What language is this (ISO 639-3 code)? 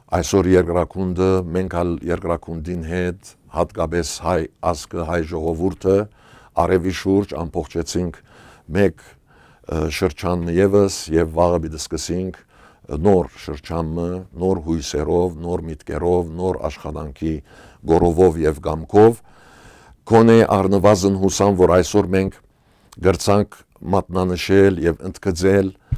hyw